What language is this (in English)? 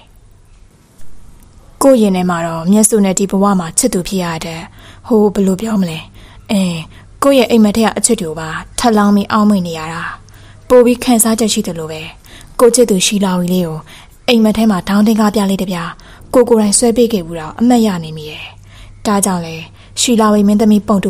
Burmese